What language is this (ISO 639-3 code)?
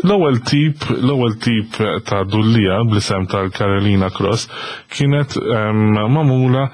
mlt